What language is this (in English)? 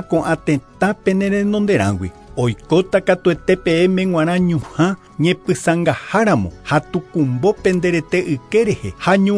Guarani